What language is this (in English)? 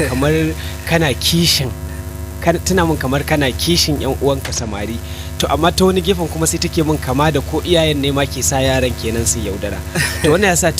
Hausa